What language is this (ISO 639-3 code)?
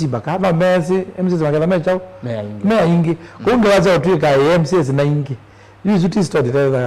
kam